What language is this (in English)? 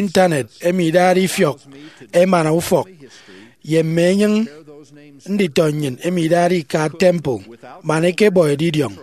Efik